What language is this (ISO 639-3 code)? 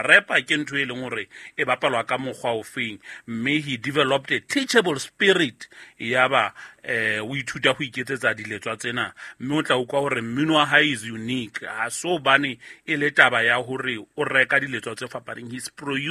sot